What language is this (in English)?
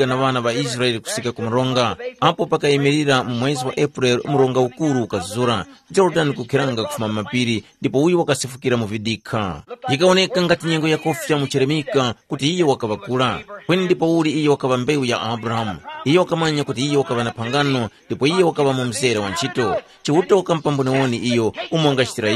Tumbuka